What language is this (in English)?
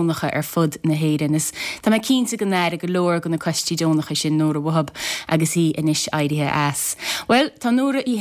Irish